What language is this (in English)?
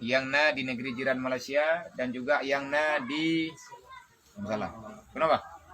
Achinese